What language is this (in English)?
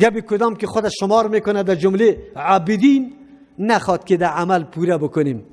Persian